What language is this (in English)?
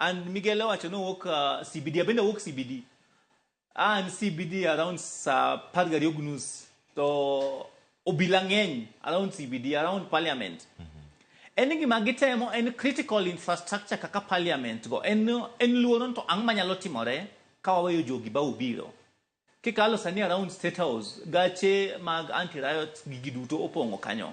Luo (Kenya and Tanzania)